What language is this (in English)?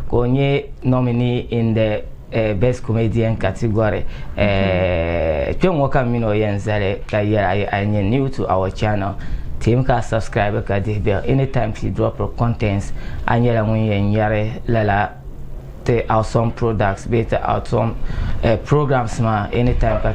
Dagbani